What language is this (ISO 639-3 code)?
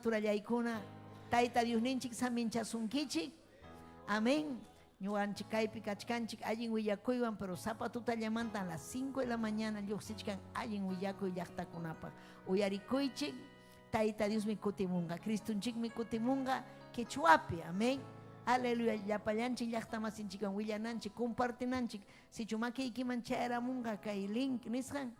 quy